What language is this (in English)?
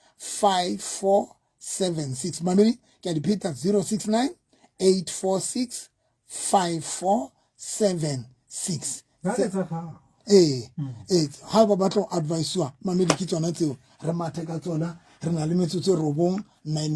Southern Sotho